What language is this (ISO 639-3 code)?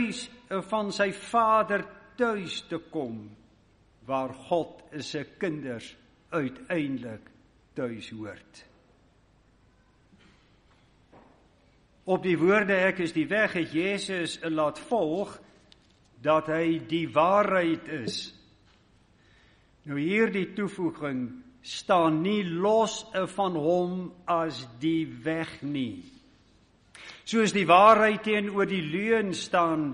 afr